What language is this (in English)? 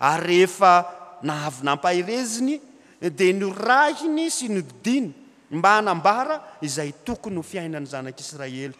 Malagasy